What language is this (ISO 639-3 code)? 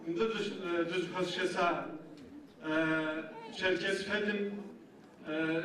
ady